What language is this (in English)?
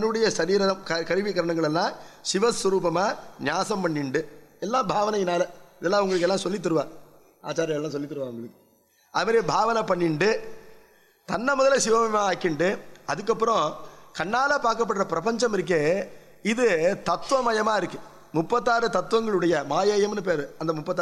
Tamil